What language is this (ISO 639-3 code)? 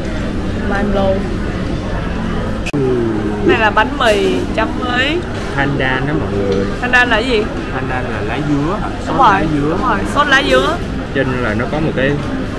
vie